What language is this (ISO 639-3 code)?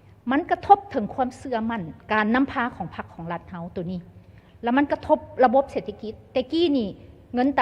lao